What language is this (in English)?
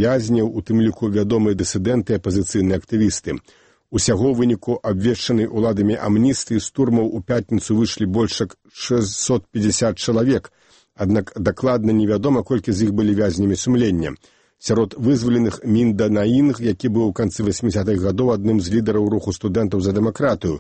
Belarusian